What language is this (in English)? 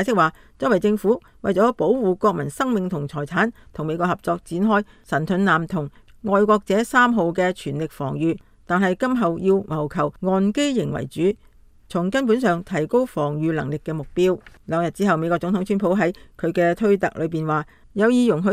Cantonese